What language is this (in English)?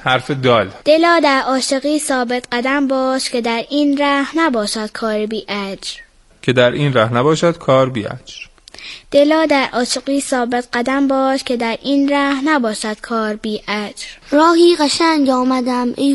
Persian